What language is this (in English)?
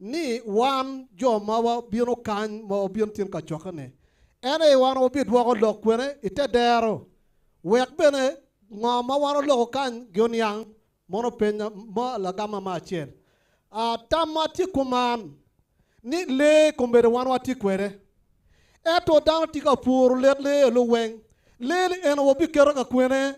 Acoli